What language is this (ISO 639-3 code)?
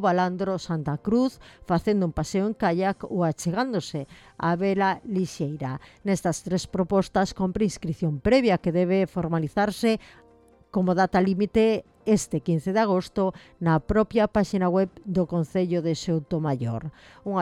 glg